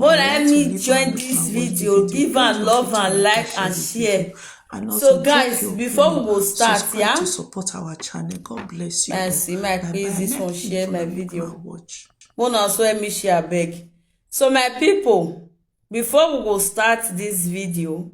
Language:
Nigerian Pidgin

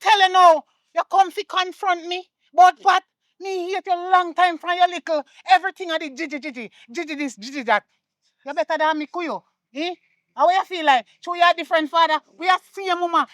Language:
Jamaican Creole English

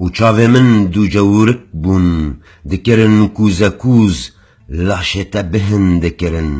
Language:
Kurdish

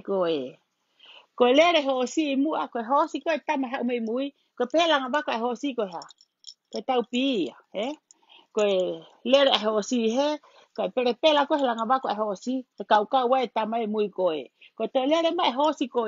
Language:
Tongan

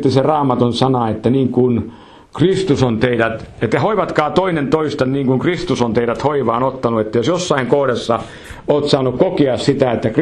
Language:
Finnish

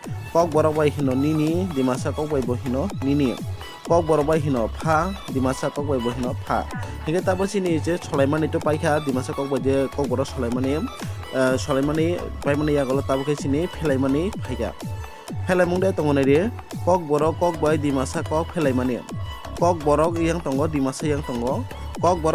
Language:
Kok Borok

